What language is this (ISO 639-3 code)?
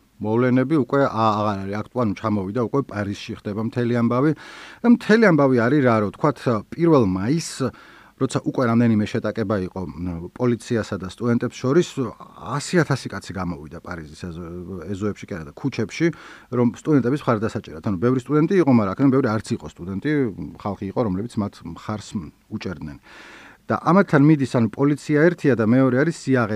kat